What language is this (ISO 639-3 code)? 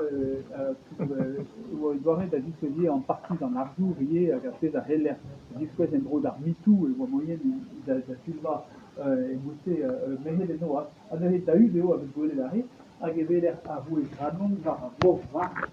bre